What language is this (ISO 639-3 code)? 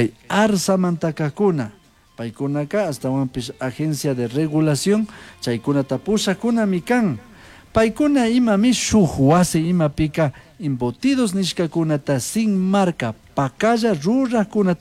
qug